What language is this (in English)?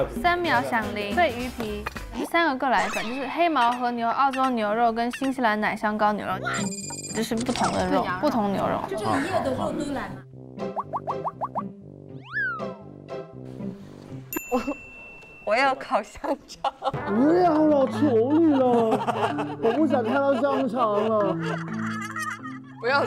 Chinese